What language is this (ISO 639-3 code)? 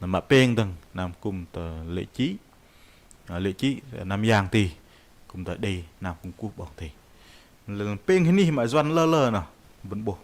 bdq